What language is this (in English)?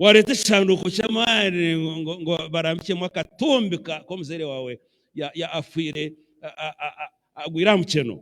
Nyankole